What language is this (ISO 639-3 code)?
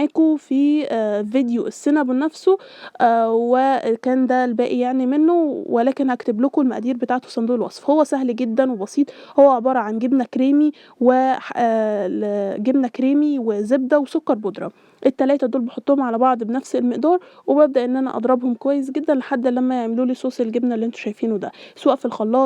arz